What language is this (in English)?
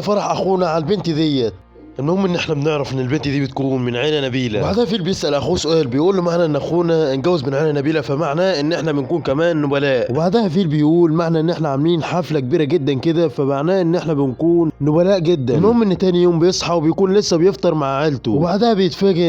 Egyptian Arabic